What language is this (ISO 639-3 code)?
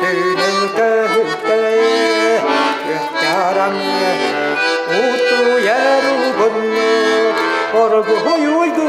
sah